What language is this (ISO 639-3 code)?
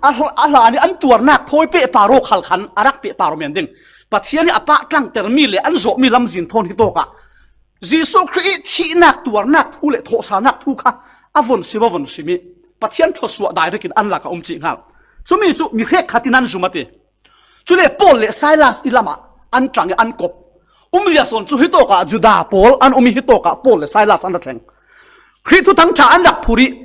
cfm